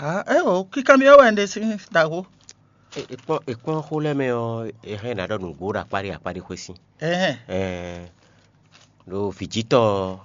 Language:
Fon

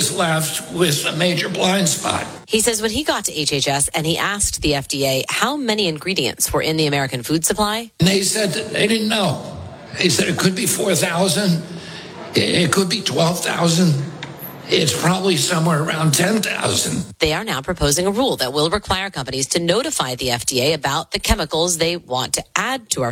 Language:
English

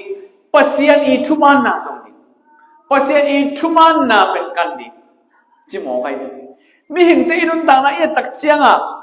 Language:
Tedim Chin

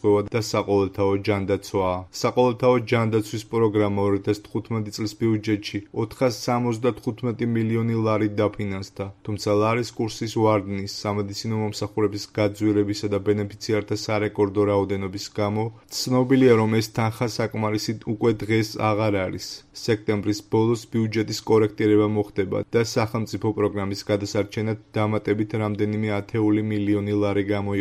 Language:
Georgian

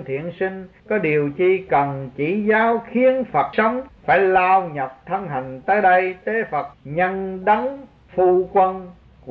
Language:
Vietnamese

